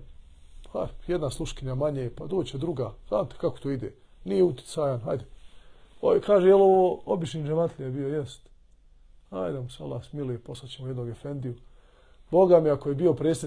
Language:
Bosnian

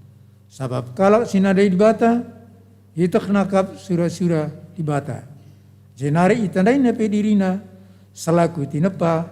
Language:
Batak Karo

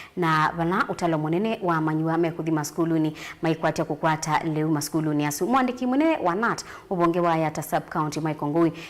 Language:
Kamba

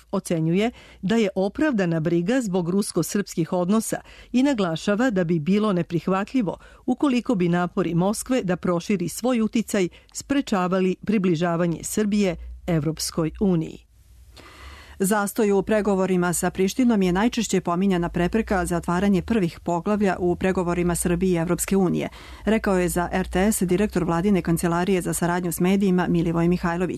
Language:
Serbian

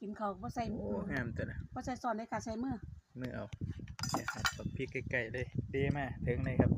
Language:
Northeastern Thai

